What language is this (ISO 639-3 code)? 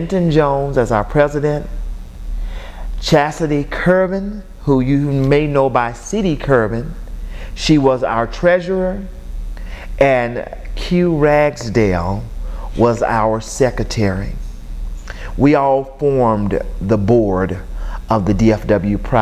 eng